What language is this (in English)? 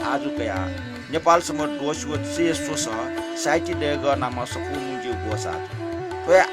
Newari